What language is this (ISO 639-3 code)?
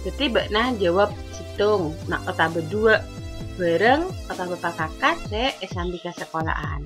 mad